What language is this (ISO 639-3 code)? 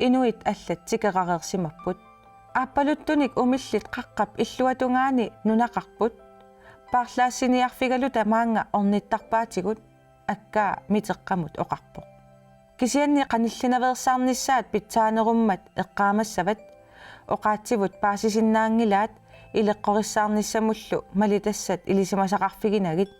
kal